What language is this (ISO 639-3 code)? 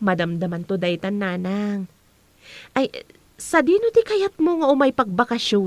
ilo